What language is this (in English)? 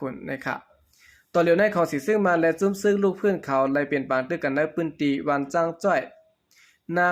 Shan